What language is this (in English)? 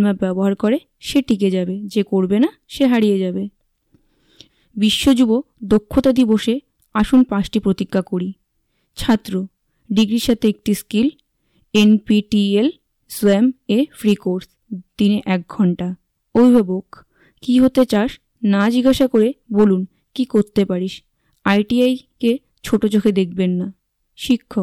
Bangla